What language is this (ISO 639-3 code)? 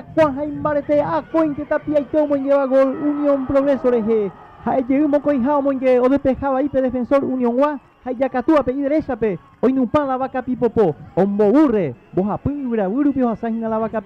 grn